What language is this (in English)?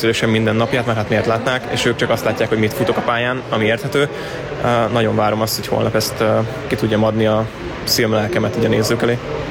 Hungarian